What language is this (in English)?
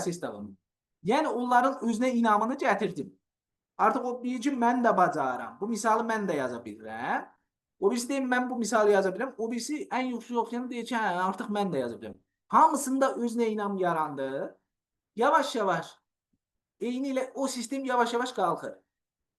Azerbaijani